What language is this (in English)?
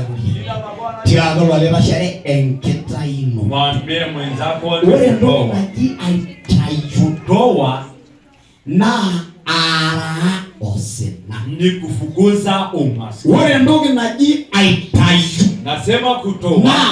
Masai